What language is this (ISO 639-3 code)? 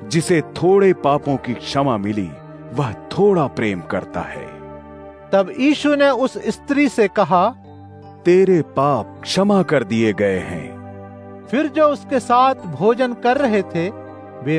hin